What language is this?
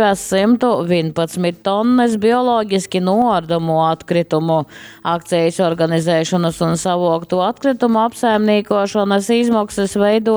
Latgalian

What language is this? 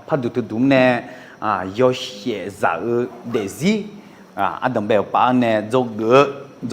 Akha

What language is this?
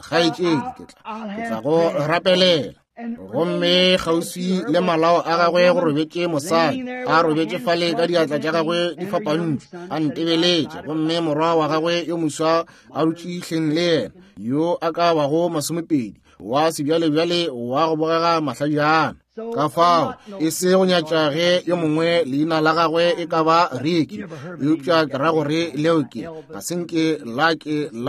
Northern Sotho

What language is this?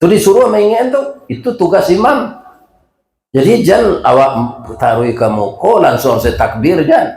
Minangkabau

